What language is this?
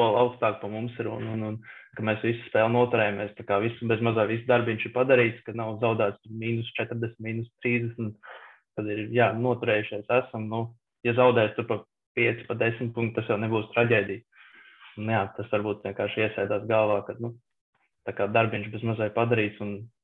Latvian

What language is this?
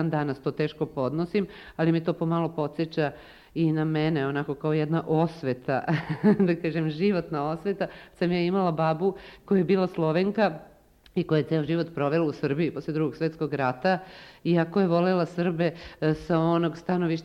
Serbian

